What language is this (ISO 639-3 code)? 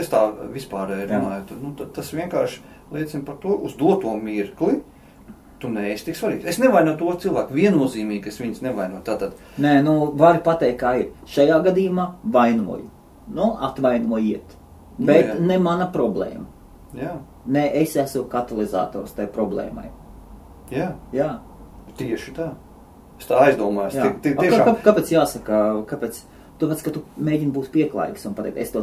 lav